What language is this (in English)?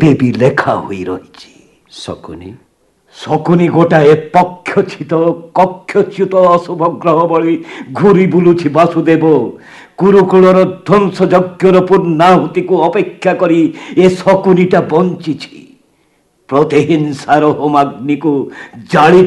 Odia